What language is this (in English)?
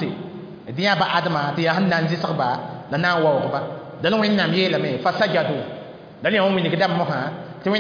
Mossi